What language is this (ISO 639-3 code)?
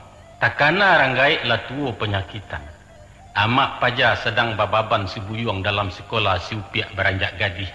min